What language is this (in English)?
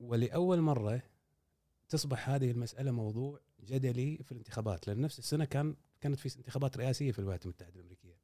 Gulf Arabic